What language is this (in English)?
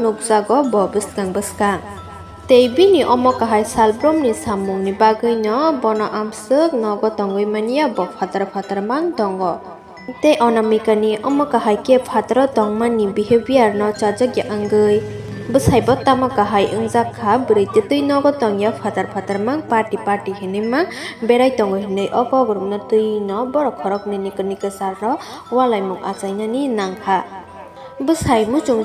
Kok Borok